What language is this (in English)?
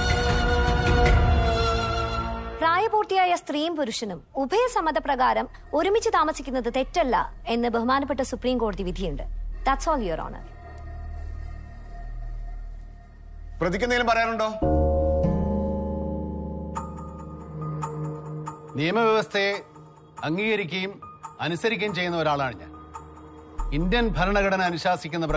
Malayalam